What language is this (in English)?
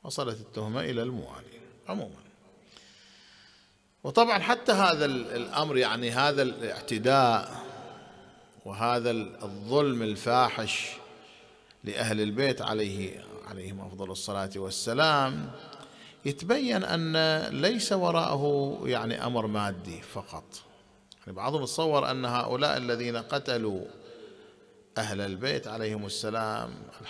Arabic